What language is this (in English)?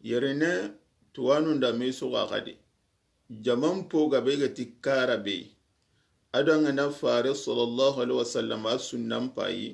Soninke